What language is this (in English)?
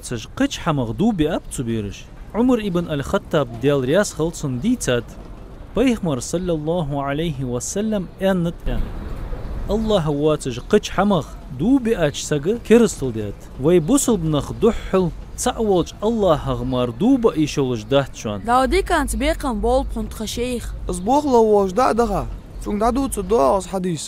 Ingush